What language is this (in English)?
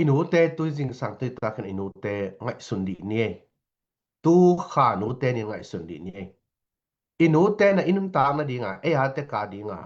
Tedim Chin